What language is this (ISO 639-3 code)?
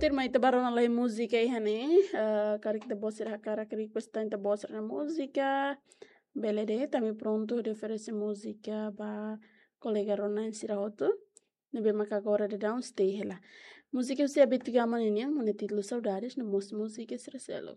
tet